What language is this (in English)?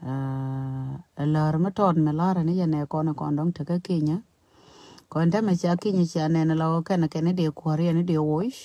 Nuer